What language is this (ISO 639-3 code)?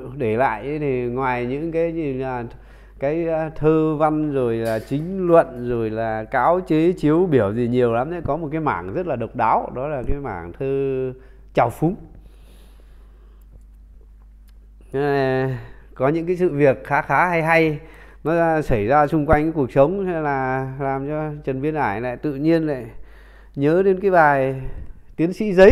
vie